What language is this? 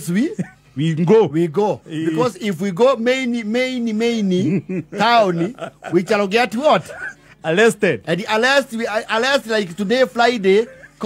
Kikuyu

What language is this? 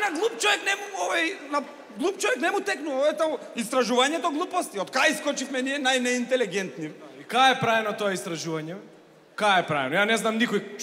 Macedonian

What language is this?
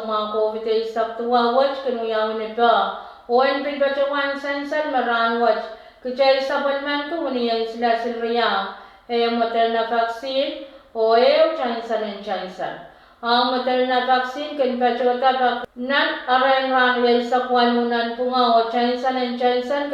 Pohnpeian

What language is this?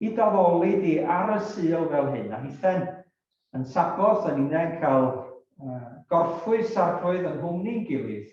Welsh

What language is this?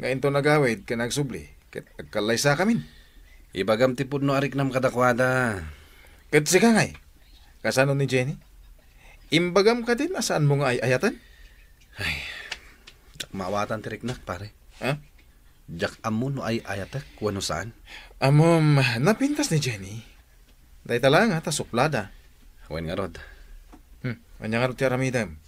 Iloko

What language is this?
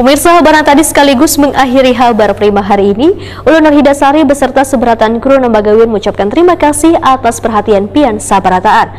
Banjar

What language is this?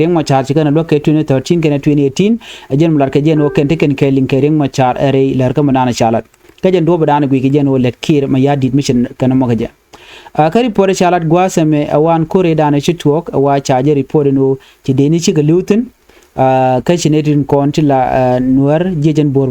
Nuer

